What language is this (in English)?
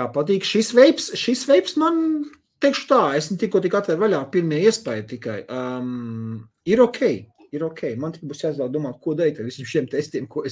Latvian